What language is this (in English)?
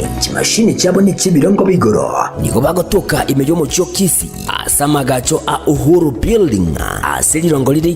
Gusii